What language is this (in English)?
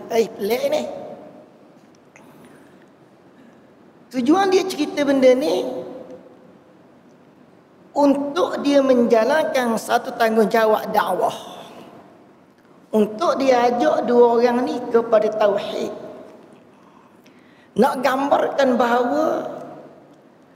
Malay